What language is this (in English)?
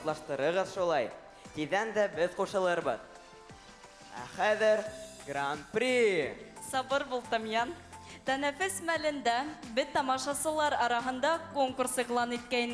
Bashkir